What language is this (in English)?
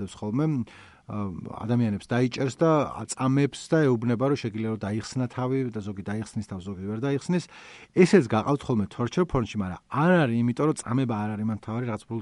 Georgian